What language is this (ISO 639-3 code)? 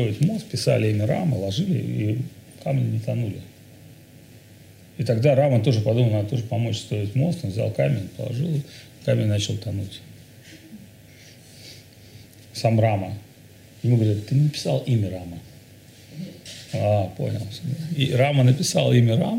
rus